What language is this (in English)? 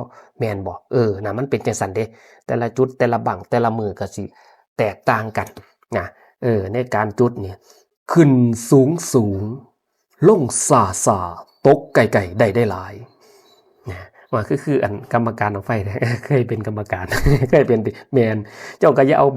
Northeastern Thai